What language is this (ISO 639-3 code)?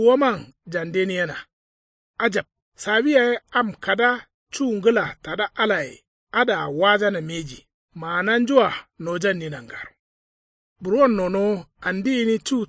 kau